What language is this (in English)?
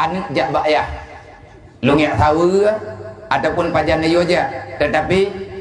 Achinese